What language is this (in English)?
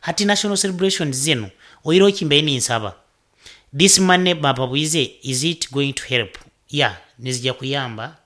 Nyoro